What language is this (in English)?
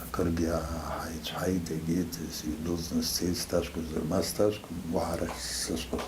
Abkhazian